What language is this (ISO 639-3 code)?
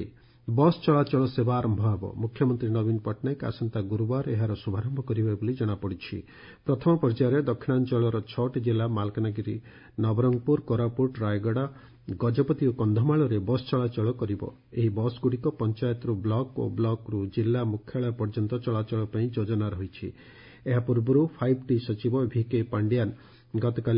ori